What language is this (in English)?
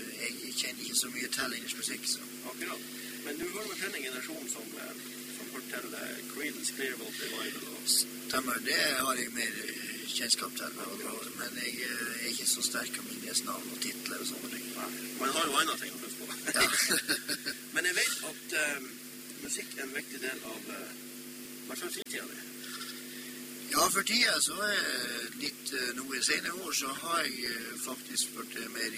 Norwegian